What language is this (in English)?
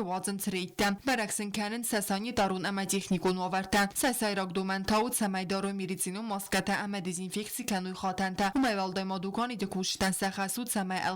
Ossetic